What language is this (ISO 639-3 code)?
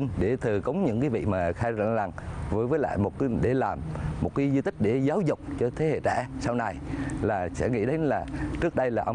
vie